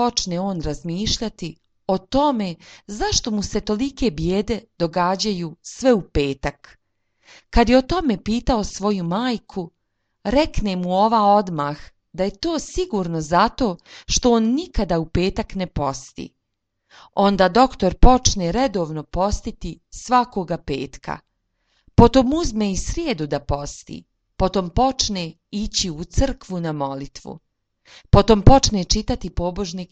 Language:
Serbian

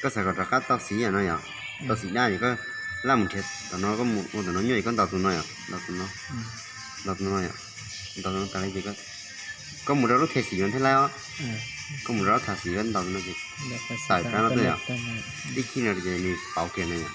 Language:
Hmong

